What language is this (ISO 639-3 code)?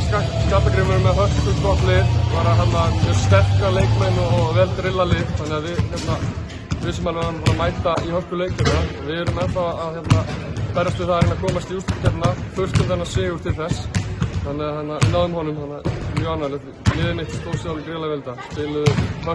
isl